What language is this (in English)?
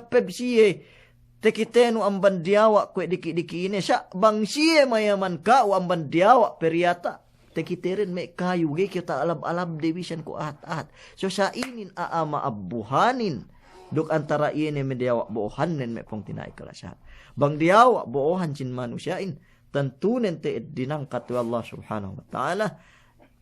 Yakan